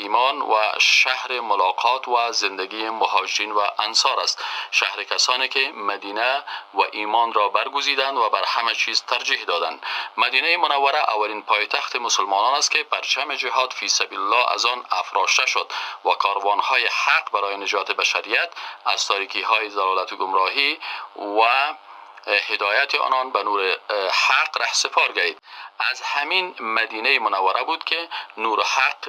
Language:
Persian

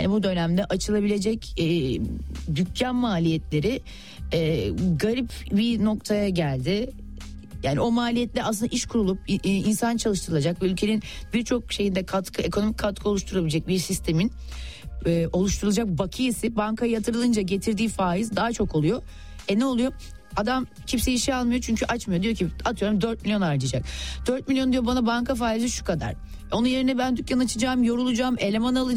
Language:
Turkish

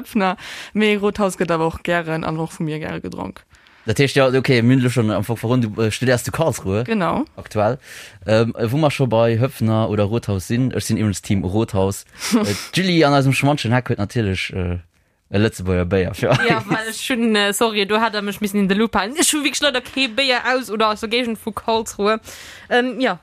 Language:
Luxembourgish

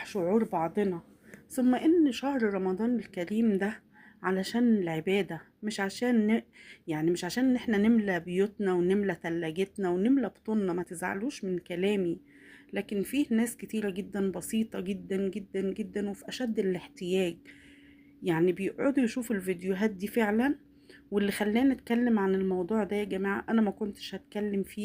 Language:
Egyptian Arabic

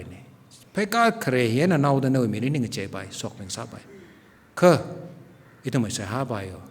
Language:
Tangkhul Naga (India)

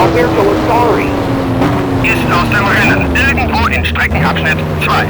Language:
Bavarian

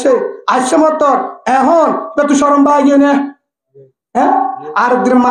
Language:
Rohingya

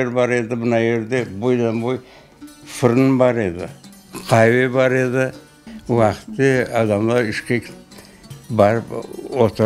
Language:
Crimean Tatar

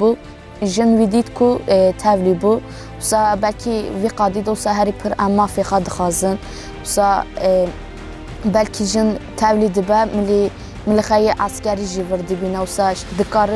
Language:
Kurdish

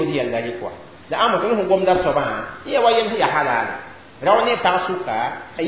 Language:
Mossi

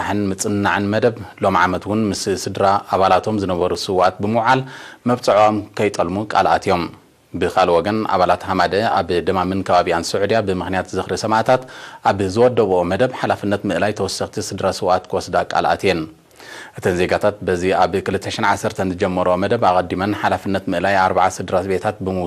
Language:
Tigrinya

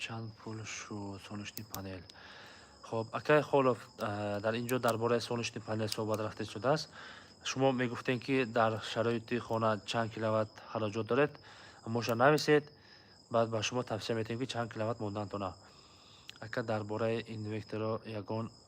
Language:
Tajik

